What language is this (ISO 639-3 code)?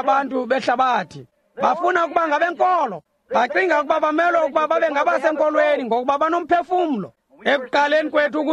xho